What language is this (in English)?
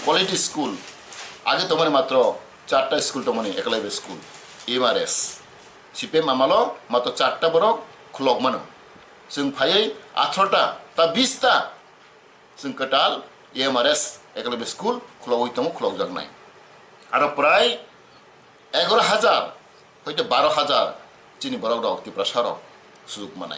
Kok Borok